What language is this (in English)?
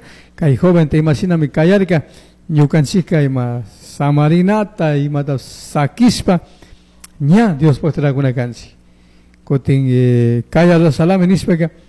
Chimborazo Highland Quichua